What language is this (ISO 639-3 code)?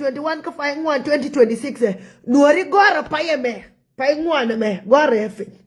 nus